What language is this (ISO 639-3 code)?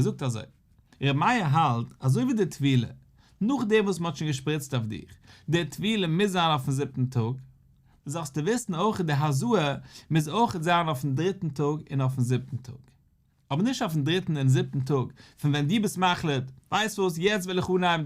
yid